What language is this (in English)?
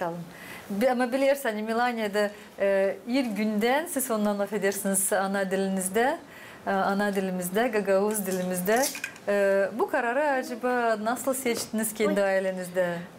Gagauz